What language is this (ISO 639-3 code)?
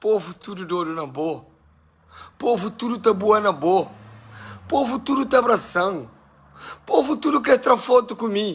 kea